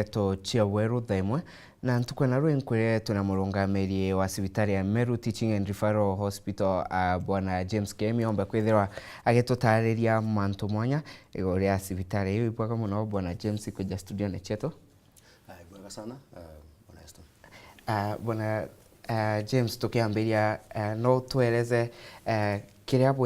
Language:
Meru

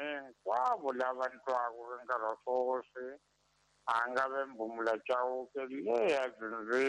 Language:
Tsonga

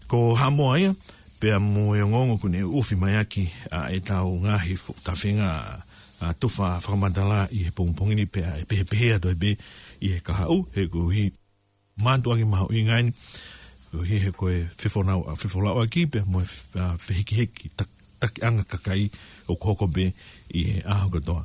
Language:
Tongan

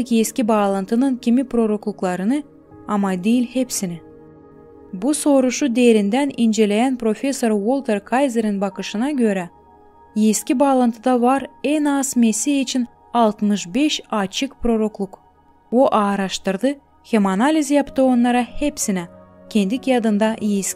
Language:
Gagauz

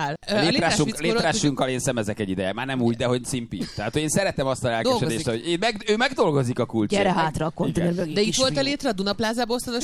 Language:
Hungarian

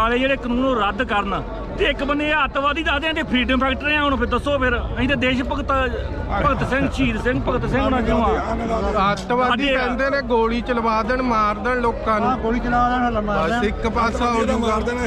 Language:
Punjabi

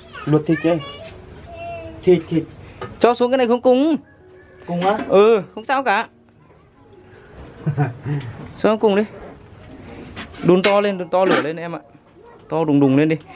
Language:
Vietnamese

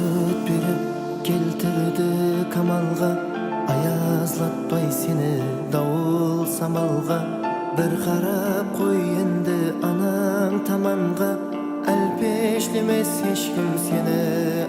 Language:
Kara-Kalpak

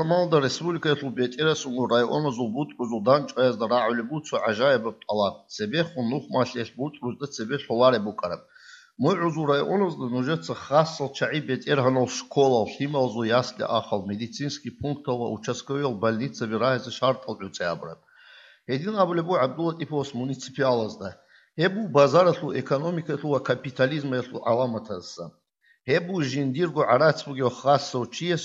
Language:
Avaric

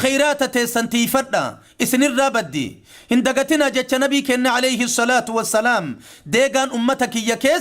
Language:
Oromo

